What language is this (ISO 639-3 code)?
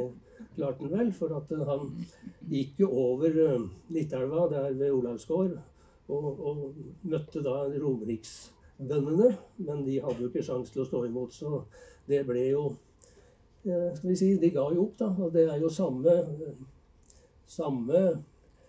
nor